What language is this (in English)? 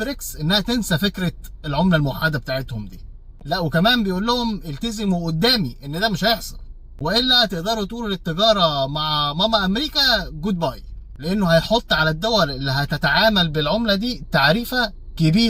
Egyptian Arabic